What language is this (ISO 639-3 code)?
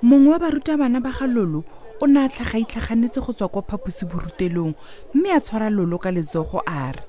tsn